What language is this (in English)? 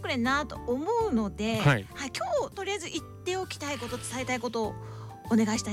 Japanese